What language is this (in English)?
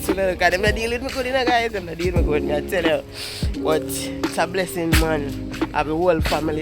Jamaican Creole English